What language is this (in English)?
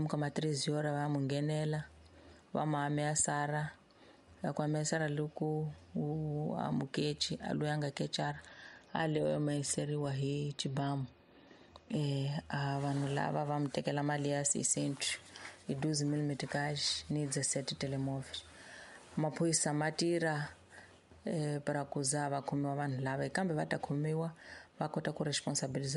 Tsonga